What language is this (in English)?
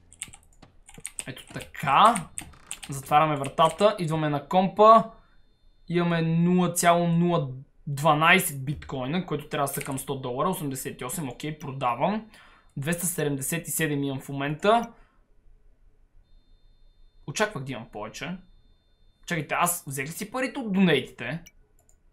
Bulgarian